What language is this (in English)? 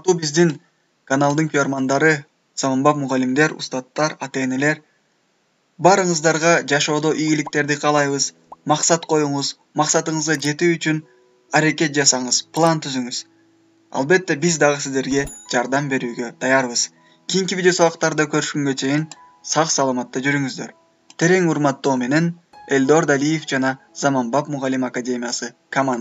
Kyrgyz